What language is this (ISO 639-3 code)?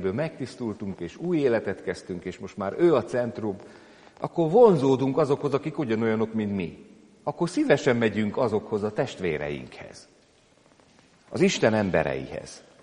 hun